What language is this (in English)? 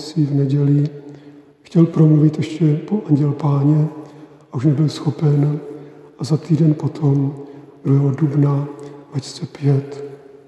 Czech